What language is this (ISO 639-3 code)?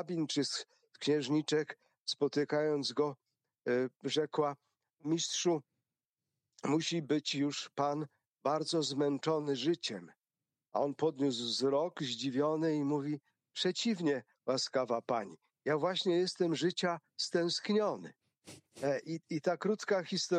pol